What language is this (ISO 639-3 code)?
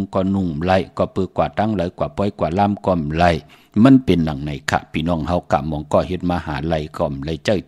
shn